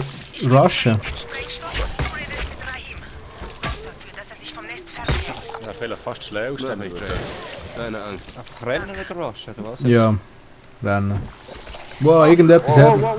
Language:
Swiss German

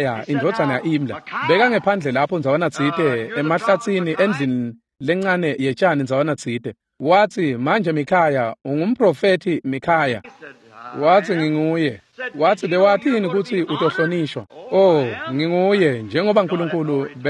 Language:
Swati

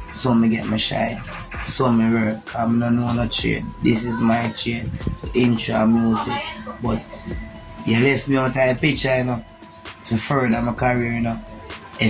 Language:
Jamaican Creole English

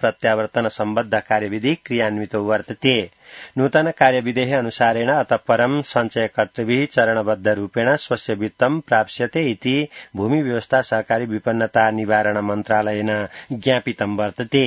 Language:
Sanskrit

